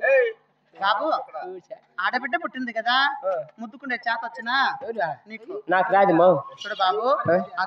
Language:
Telugu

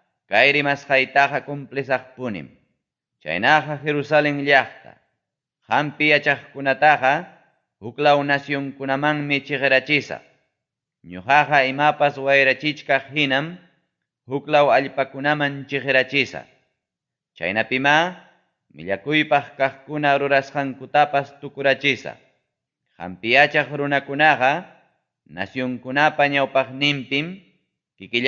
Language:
Ayacucho Quechua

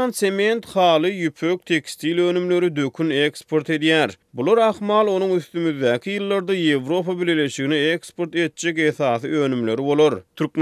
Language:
Turkmen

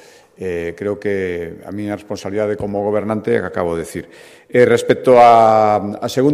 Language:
Galician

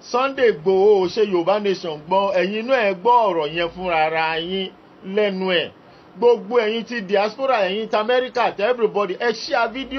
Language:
Yoruba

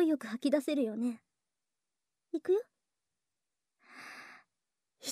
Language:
Japanese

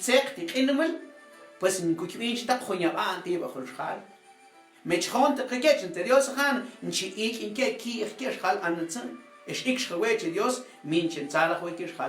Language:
Mam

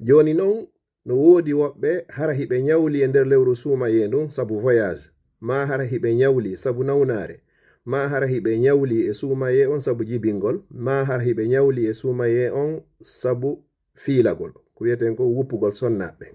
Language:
Fula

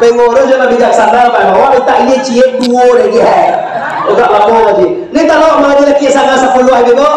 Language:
Minangkabau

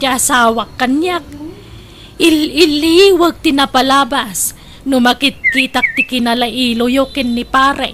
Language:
Iloko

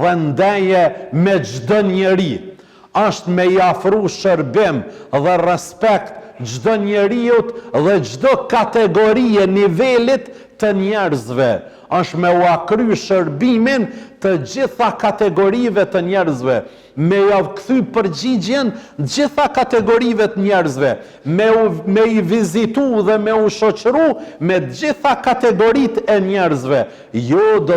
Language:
Albanian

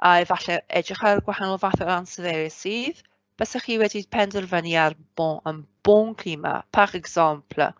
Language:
Welsh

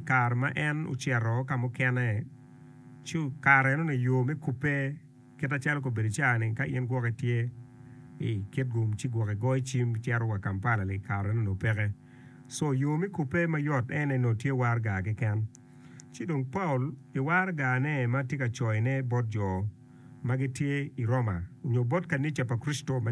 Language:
Acoli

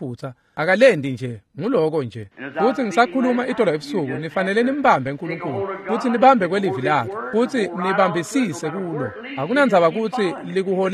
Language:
Swati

